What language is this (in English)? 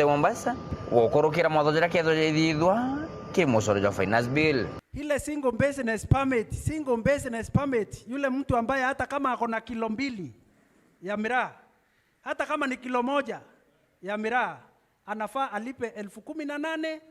Meru